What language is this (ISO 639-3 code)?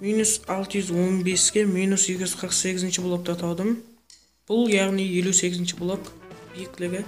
kaa